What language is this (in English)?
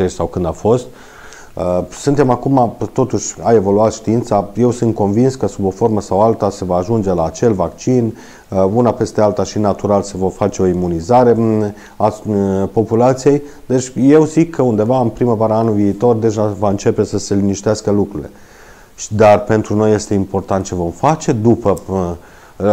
Romanian